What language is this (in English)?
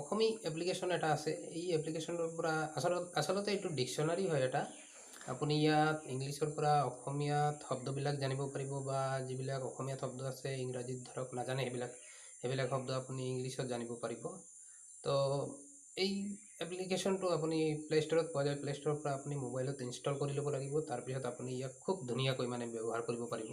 Assamese